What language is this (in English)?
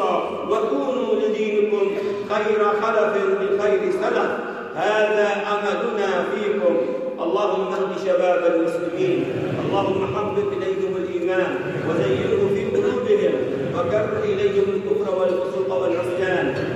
Arabic